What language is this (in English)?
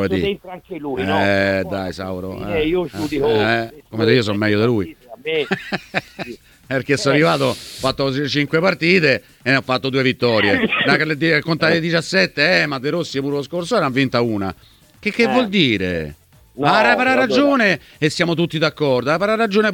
Italian